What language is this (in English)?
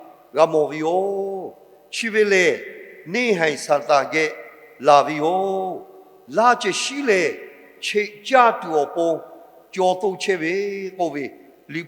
Lahu